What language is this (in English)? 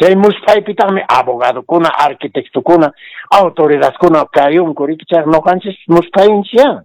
Quechua